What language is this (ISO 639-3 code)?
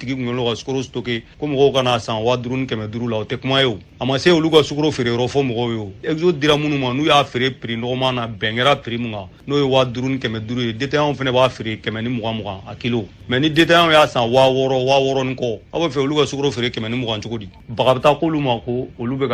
bam